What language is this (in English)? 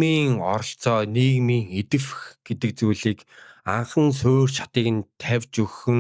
Mongolian